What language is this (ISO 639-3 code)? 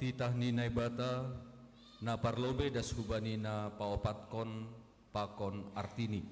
bts